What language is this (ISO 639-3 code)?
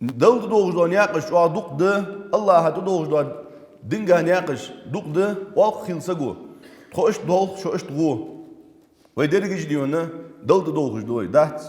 inh